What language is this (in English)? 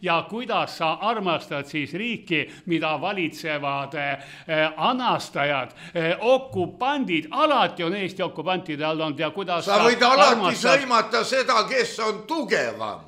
Estonian